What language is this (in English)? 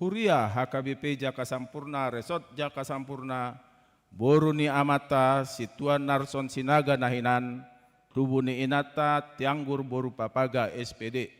Batak Toba